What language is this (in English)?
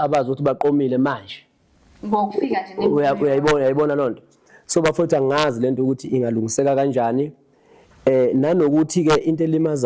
Zulu